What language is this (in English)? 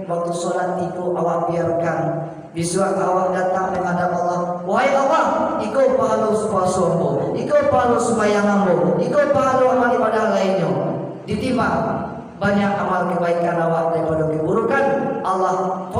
Minangkabau